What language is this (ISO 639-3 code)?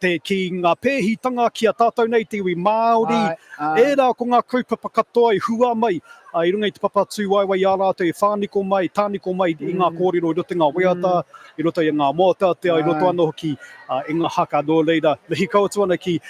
mri